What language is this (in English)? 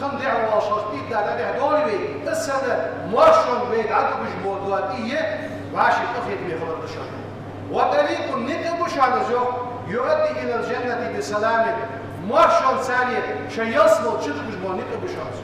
Ingush